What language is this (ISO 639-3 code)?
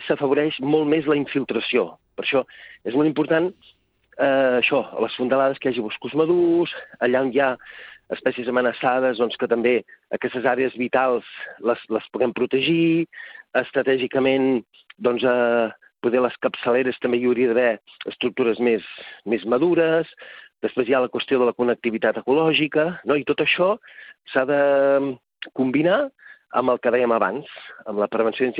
cat